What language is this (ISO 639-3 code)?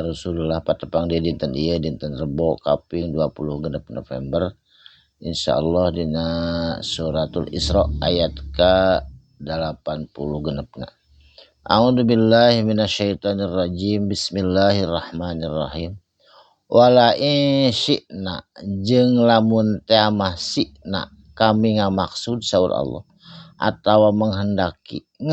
sun